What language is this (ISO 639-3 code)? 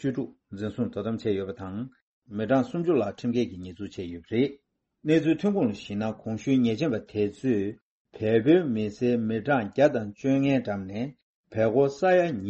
bod